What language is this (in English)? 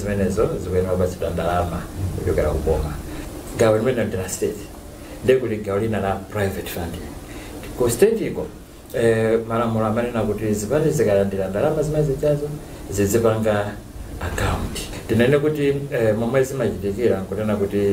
Nyanja